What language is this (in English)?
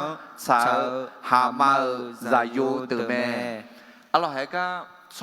Akha